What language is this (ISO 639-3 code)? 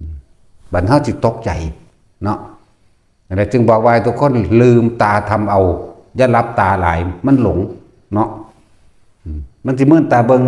lao